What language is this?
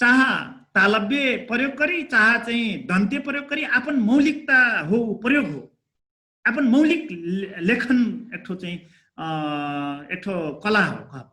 Dangaura Tharu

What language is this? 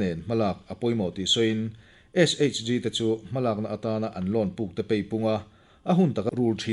Mizo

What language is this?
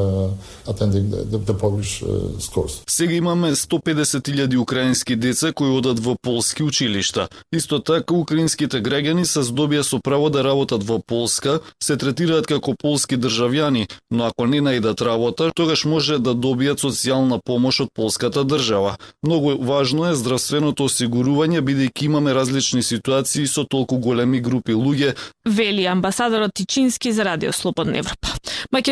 Macedonian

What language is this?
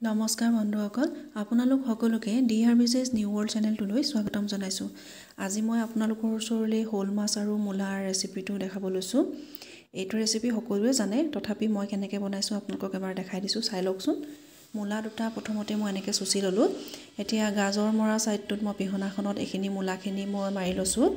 Assamese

